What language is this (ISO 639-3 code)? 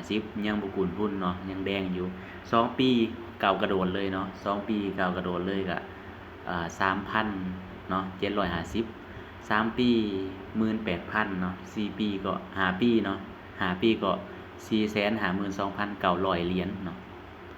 lao